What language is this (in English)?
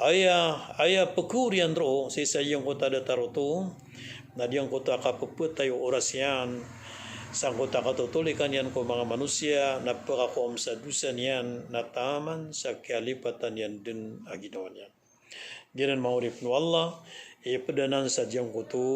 Maranao